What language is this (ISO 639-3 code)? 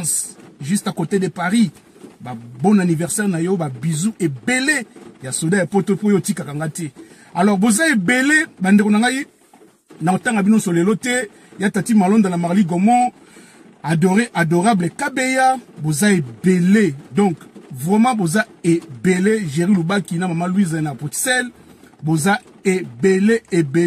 lin